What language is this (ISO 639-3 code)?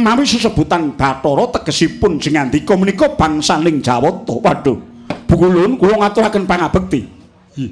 jav